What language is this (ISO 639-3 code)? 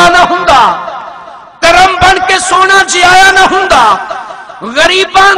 skr